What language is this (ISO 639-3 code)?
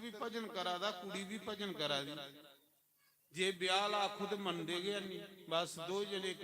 doi